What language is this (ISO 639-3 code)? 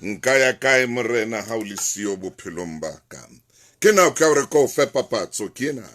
sot